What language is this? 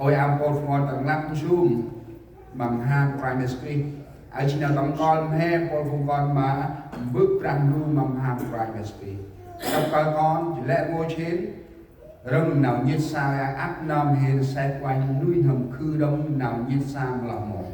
Central Mnong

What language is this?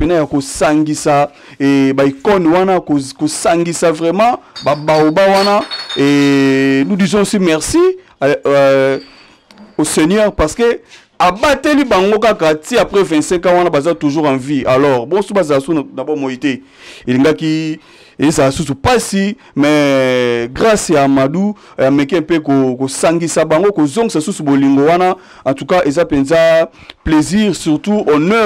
Lingala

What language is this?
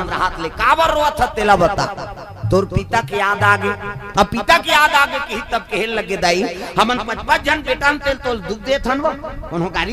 Chhattisgarhi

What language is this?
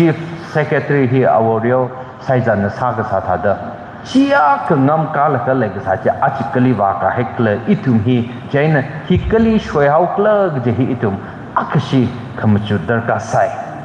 Tangkhul Naga (India)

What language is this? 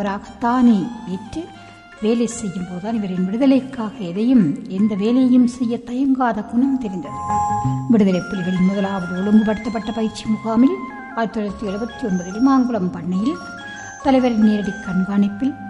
Tamil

